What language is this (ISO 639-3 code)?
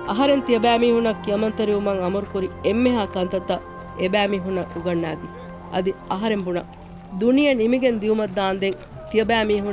div